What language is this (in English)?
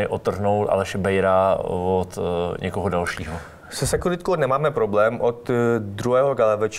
Czech